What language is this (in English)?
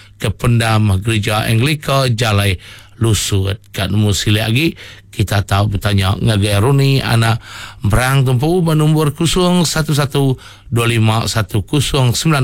Iban